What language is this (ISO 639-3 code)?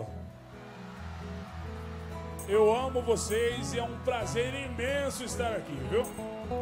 por